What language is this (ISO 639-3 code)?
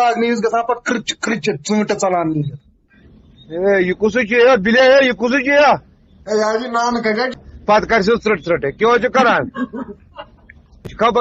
kas